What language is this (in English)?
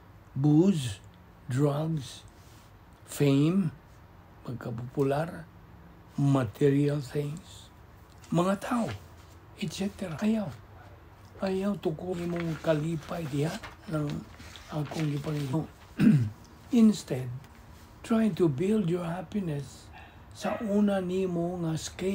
Cebuano